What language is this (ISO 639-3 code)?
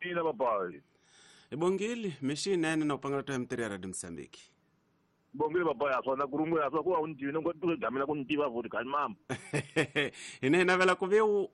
tso